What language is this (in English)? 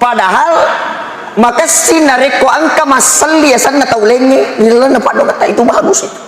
Buginese